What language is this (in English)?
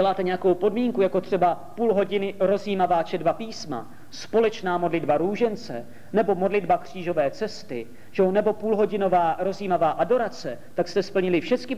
Czech